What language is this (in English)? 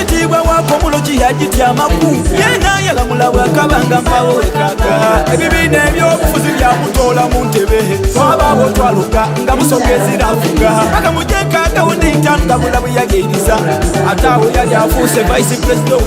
Soga